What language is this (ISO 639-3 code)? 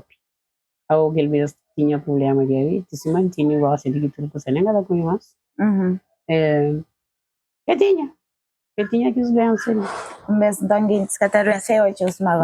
kea